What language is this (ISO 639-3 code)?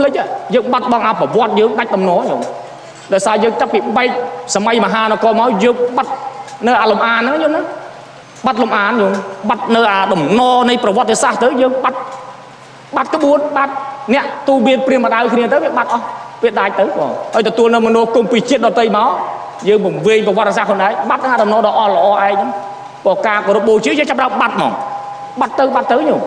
khm